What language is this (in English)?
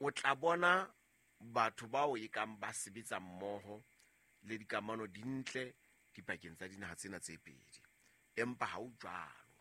Southern Sotho